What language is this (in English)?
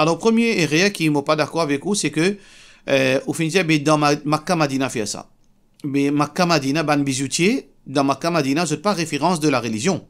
Morisyen